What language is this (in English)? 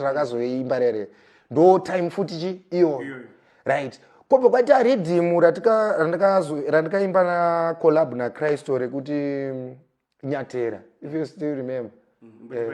Shona